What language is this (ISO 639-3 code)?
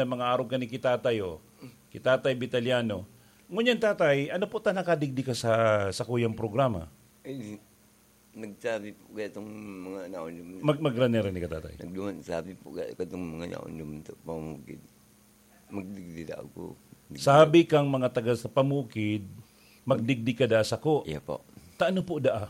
bik